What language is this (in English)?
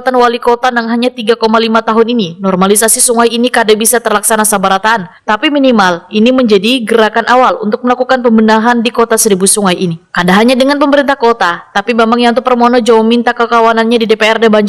Banjar